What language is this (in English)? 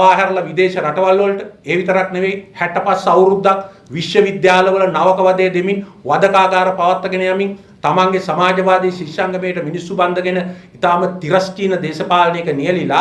Sinhala